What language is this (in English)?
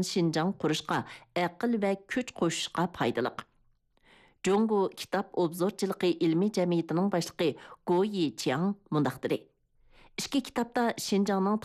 Uyghur